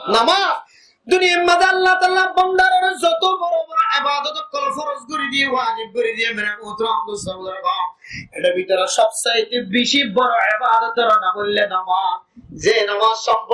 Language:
Rohingya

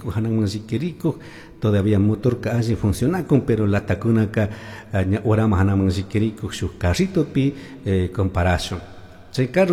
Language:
Chimborazo Highland Quichua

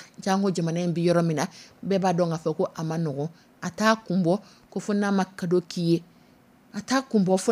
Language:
Dyula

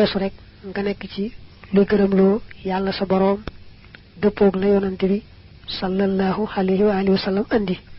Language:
Wolof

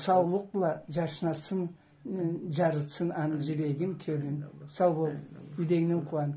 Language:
Karachay-Balkar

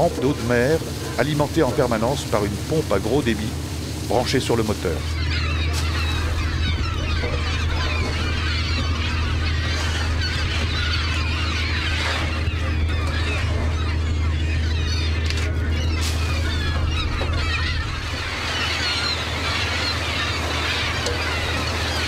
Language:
French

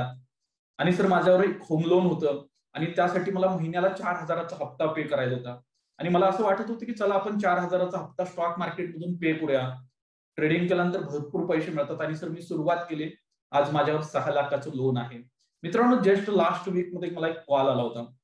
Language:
Marathi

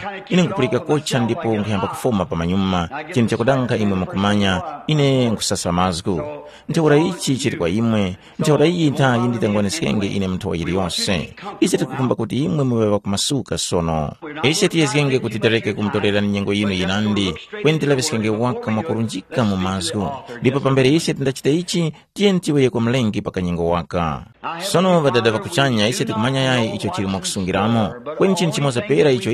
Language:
Tumbuka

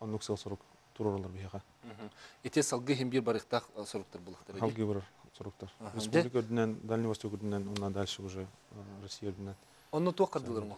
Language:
Yakut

